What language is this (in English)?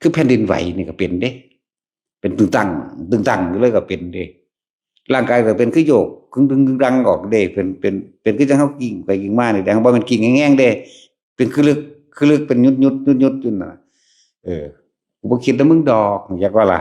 Northeastern Thai